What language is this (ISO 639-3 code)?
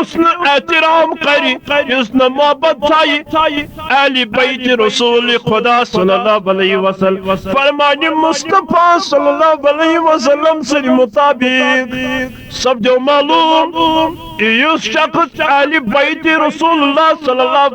kas